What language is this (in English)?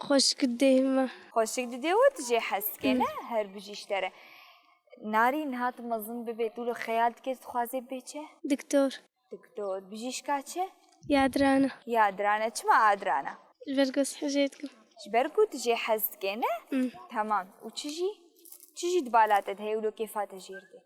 Kurdish